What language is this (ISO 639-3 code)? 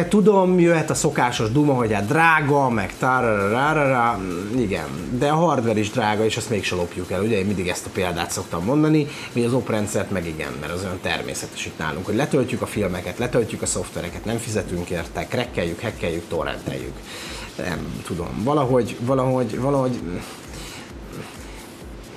hun